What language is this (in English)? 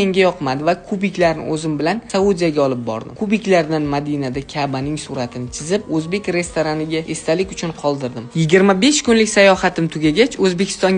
Uzbek